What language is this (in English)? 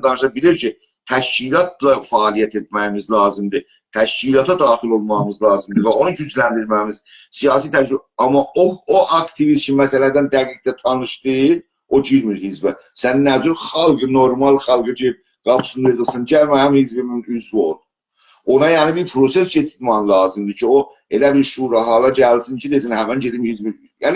South Azerbaijani